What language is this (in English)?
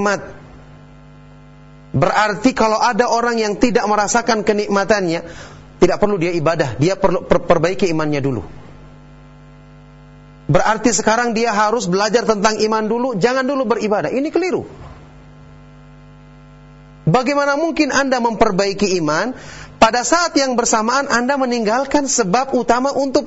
Indonesian